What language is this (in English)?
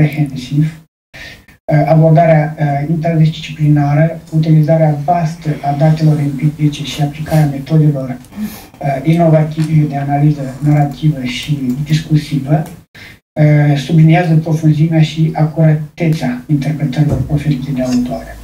Romanian